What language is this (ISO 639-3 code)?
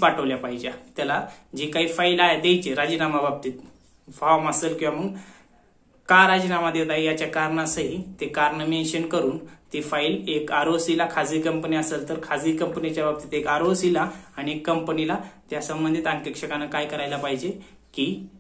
mar